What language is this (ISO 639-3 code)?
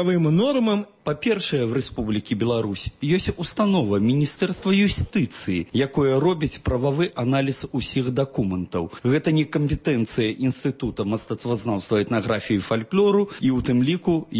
bel